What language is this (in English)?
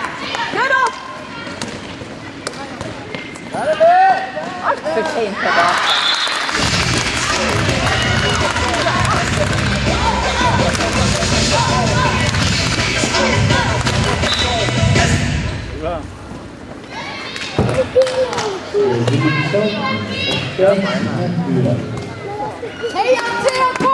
Norwegian